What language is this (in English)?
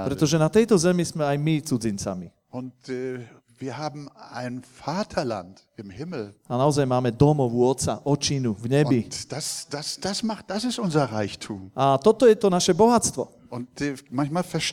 Slovak